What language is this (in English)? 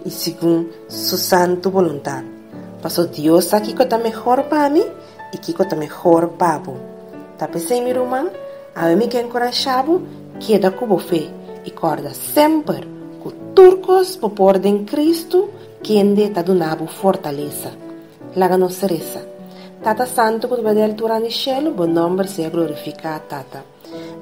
Papiamento